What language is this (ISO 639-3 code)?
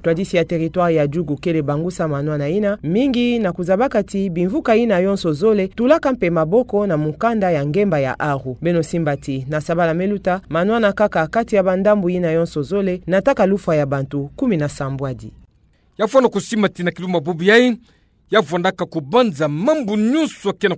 ktu